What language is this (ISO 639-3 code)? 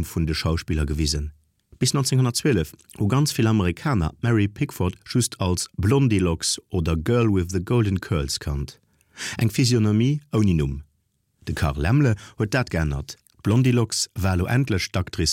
ltz